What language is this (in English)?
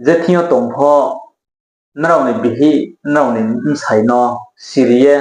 Riang (India)